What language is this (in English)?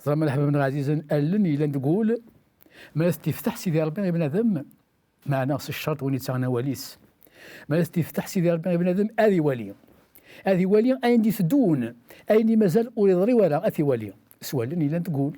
Kabyle